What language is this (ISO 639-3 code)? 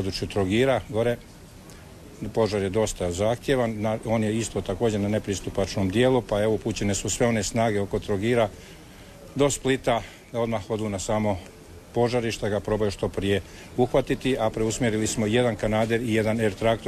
hrv